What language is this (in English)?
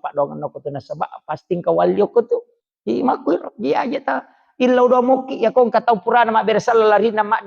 Buginese